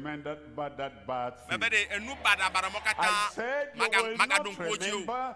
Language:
Ewe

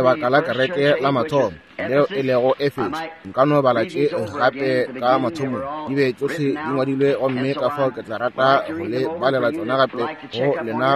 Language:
Northern Sotho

